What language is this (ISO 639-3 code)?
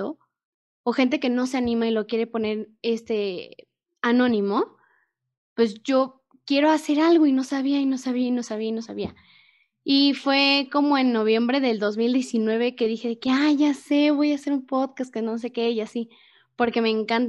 spa